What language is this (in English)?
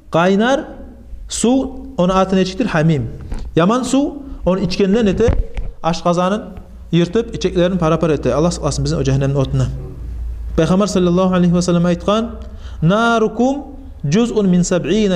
Kumyk